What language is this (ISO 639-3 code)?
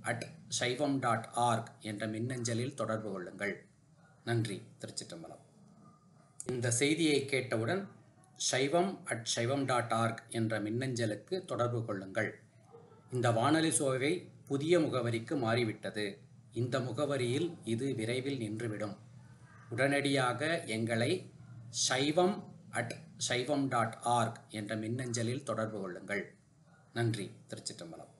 tam